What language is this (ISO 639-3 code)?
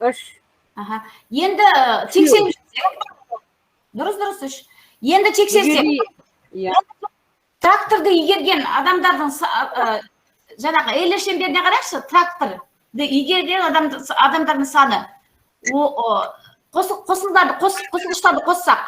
kaz